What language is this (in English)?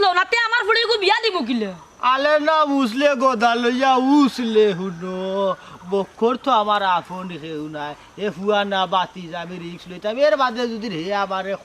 Sylheti